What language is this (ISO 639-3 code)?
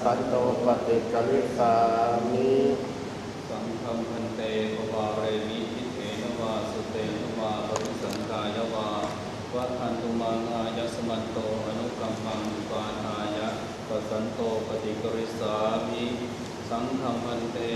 pli